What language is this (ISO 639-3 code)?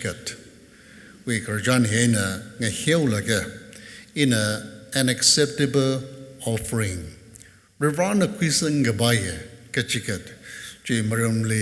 nmf